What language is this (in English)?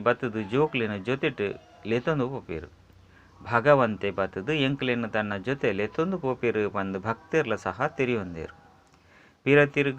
Tulu